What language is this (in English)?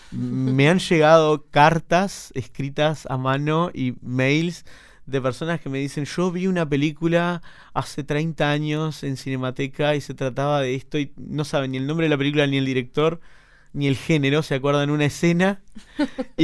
Spanish